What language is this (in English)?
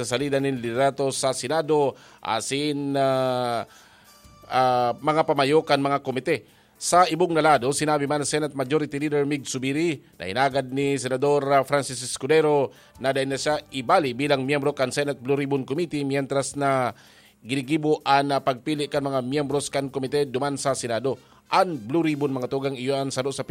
Bikol